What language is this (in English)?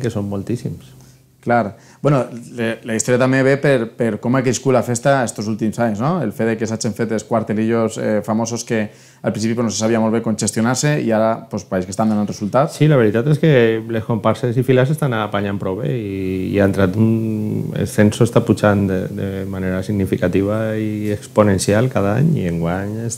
Catalan